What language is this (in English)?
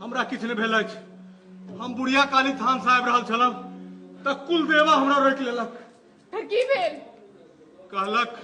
Maithili